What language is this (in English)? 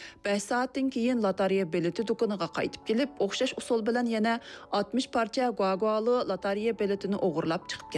Uyghur